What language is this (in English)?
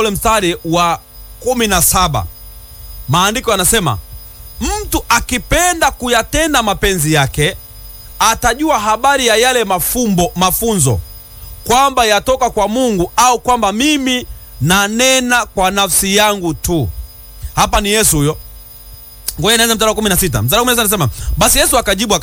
Swahili